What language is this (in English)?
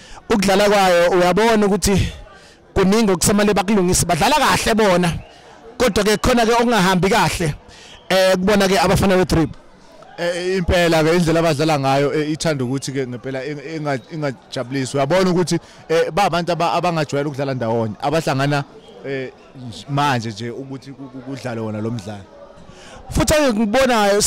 Zulu